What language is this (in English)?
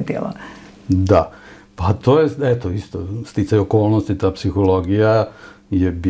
Serbian